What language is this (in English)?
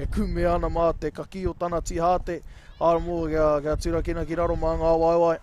Māori